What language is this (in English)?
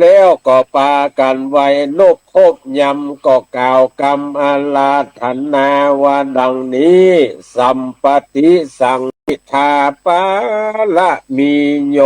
Northern Thai